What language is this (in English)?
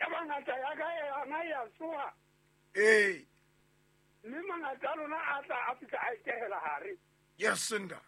Southern Sotho